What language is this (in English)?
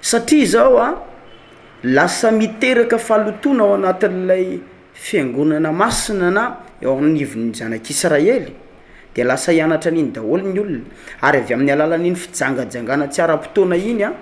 Malagasy